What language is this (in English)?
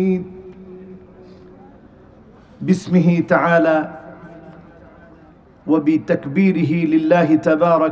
Bangla